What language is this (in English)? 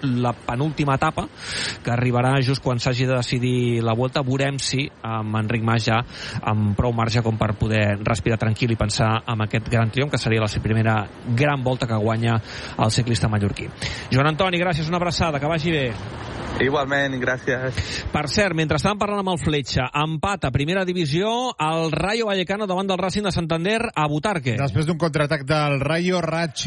Catalan